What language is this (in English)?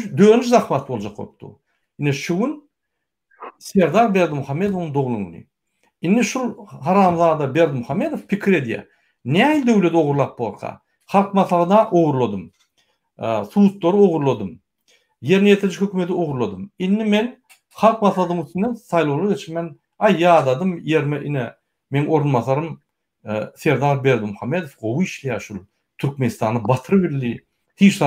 Turkmen